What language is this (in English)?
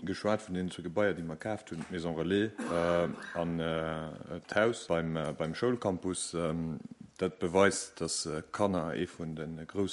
Luxembourgish